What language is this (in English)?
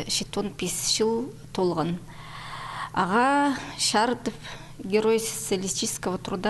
Khakas